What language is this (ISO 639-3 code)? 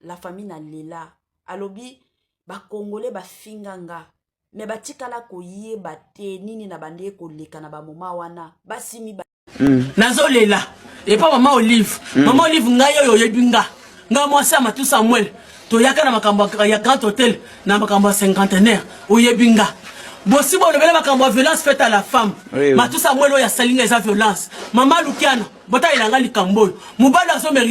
lin